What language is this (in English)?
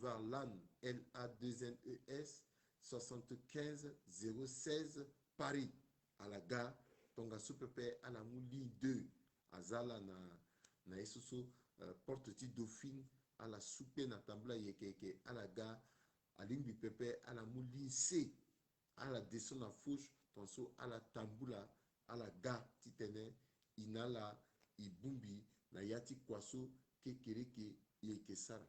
Sango